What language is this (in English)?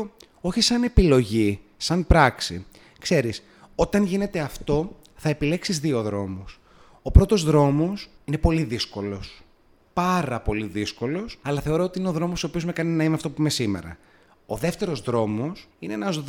Greek